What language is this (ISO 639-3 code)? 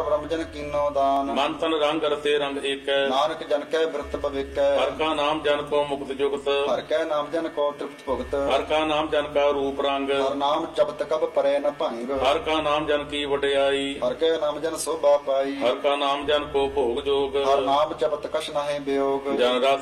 pan